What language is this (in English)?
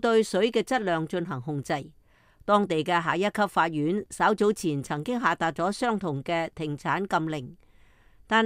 Cantonese